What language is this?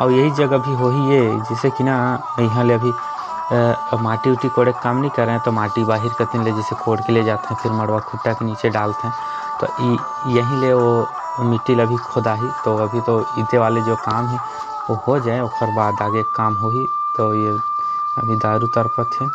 Chhattisgarhi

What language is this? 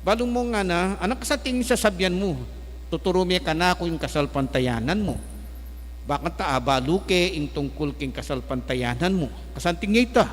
Pampanga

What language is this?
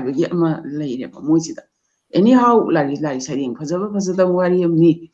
Manipuri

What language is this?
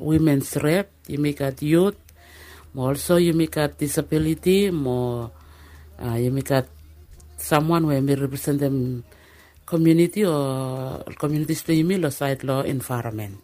Bislama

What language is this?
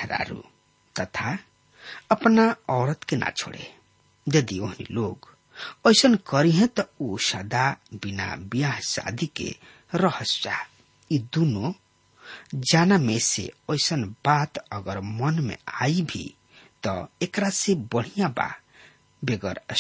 Bhojpuri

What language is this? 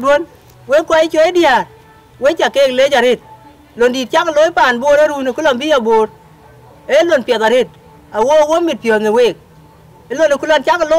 Dinka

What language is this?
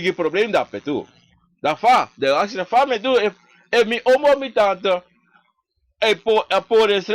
Sranan Tongo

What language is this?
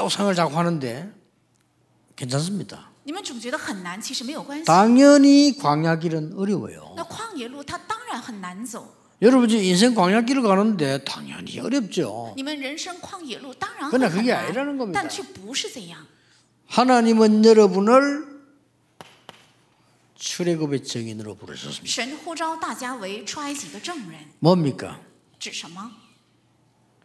Korean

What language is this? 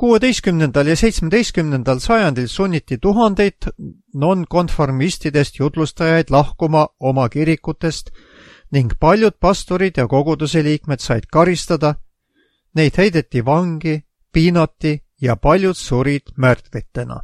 Estonian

